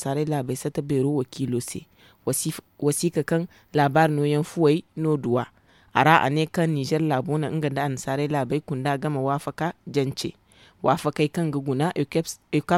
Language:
Zarma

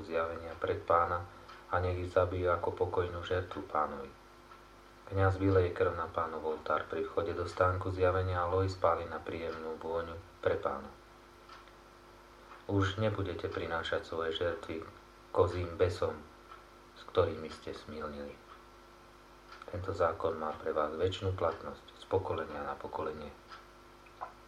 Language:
Slovak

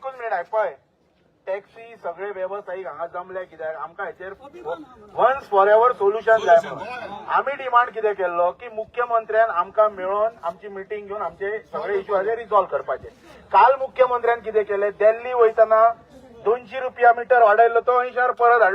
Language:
Konkani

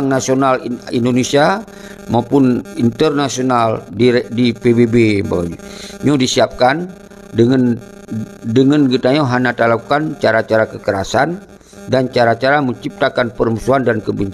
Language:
Achinese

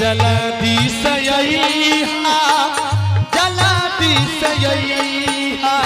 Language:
Angika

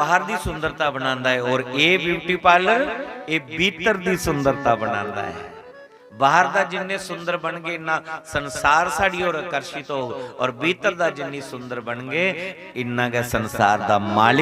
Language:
Dogri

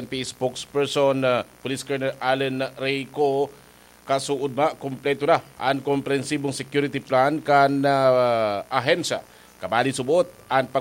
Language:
Bikol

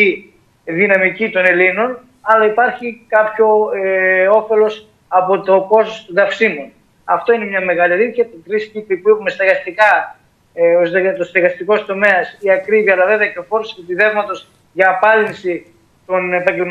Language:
Greek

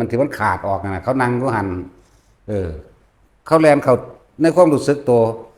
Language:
Northeastern Thai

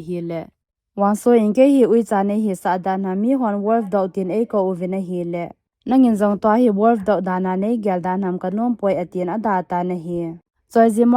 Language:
Thado Chin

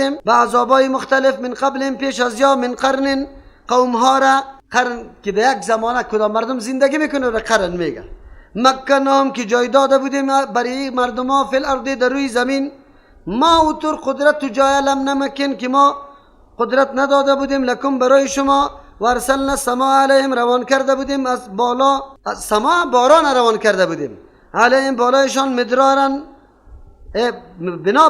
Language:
Persian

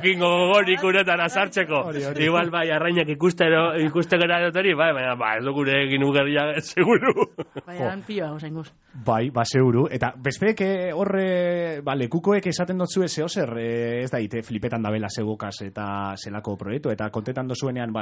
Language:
Basque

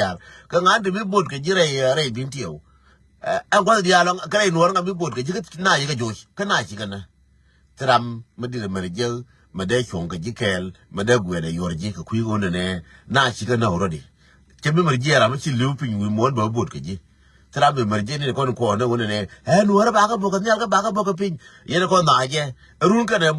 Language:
Nuer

